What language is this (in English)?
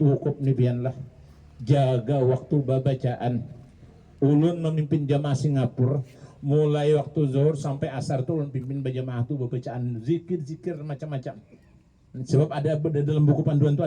Banjar